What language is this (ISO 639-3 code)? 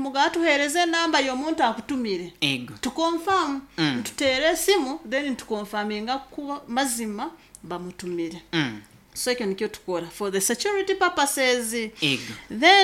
nyo